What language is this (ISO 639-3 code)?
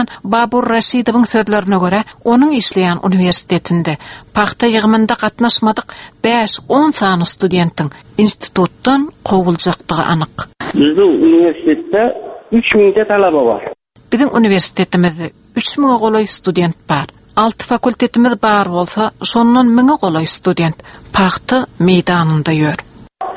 tuk